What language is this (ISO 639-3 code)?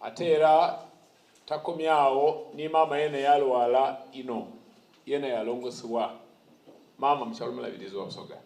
xog